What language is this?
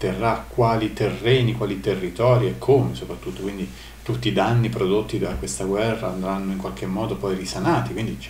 Italian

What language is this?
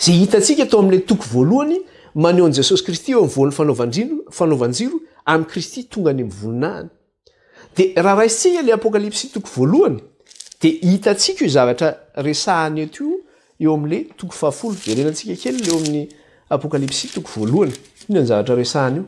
Malagasy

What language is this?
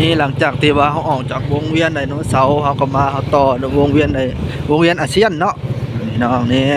Northeastern Thai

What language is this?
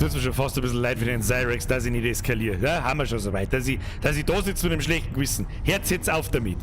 Bavarian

